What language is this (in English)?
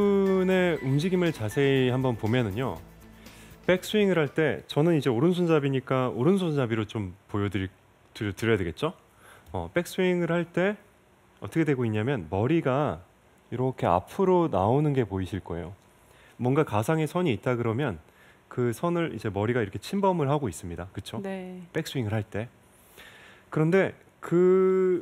Korean